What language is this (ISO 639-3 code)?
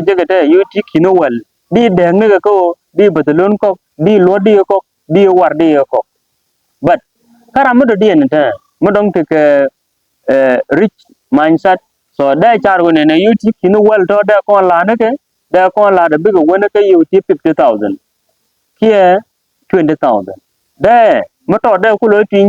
nus